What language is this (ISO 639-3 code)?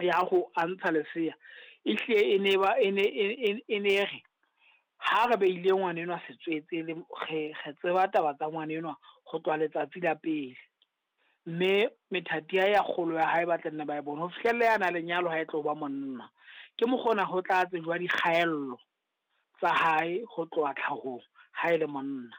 sot